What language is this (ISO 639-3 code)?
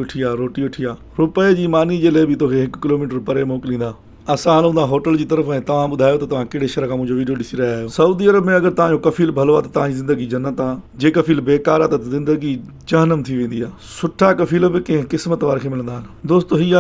snd